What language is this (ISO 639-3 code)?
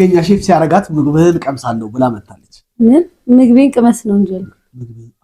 amh